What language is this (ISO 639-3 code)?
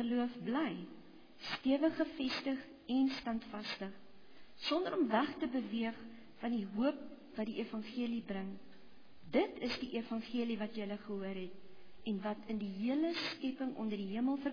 afr